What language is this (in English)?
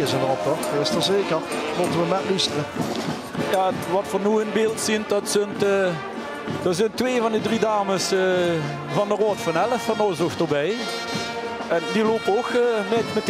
Limburgish